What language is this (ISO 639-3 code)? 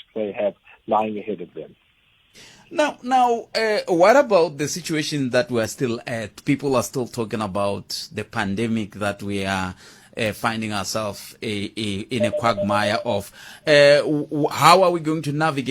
tso